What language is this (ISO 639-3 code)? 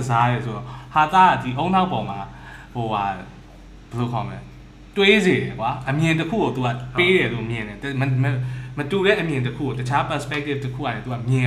mya